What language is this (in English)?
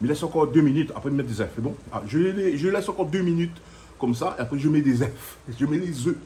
Réunion Creole French